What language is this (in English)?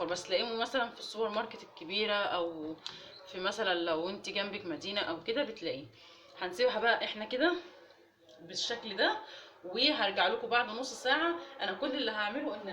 Egyptian Arabic